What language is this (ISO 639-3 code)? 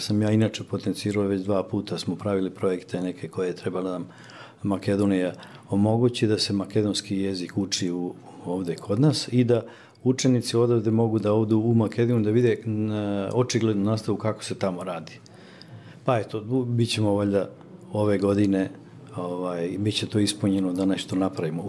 bos